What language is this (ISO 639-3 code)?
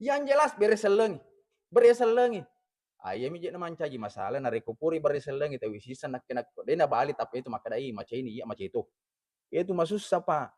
bug